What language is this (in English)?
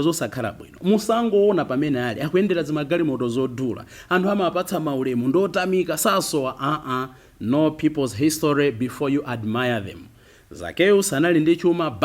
Nyanja